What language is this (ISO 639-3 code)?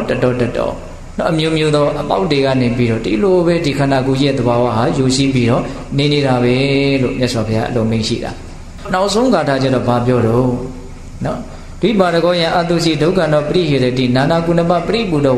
mya